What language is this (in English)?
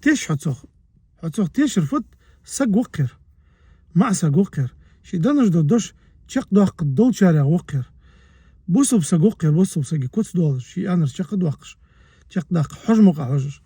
Ingush